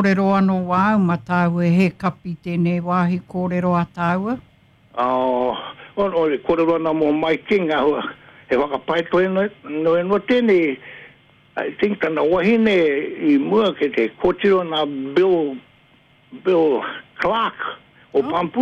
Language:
Māori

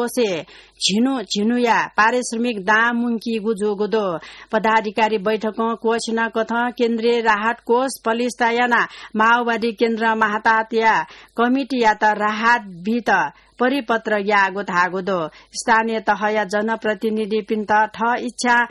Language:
Newari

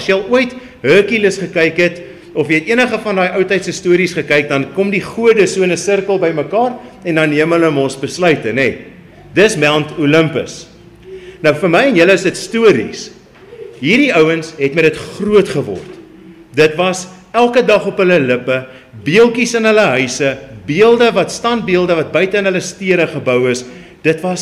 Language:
Afrikaans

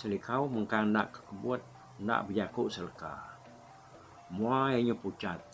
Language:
Iban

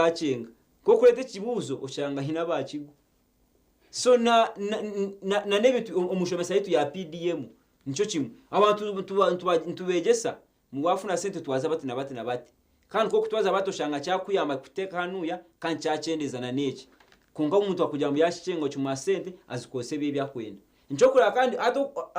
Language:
Nyankole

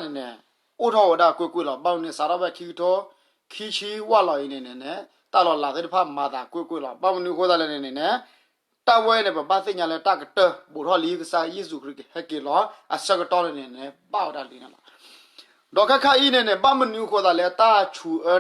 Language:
S'gaw Karen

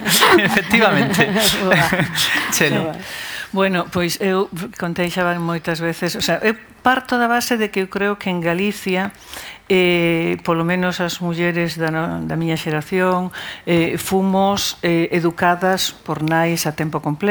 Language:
Galician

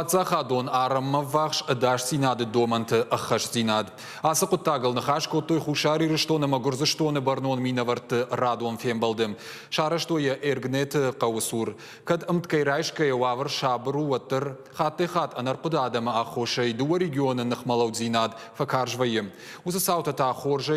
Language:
Ossetic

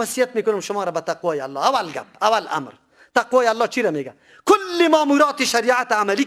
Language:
Persian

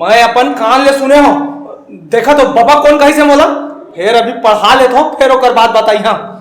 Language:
Chhattisgarhi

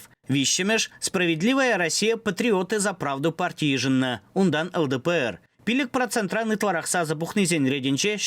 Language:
Chuvash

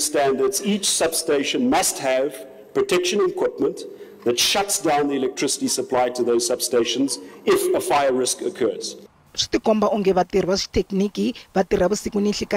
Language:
Tsonga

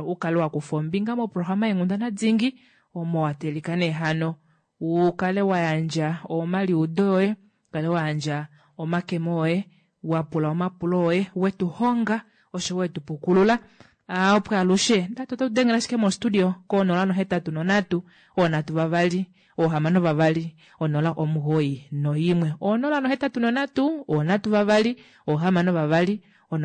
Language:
Kuanyama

